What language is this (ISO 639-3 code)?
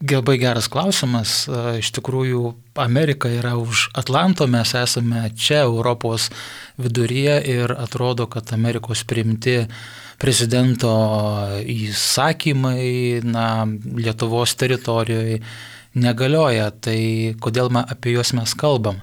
lit